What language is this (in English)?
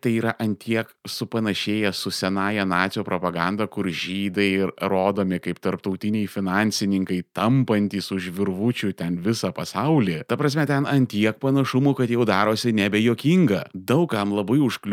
Lithuanian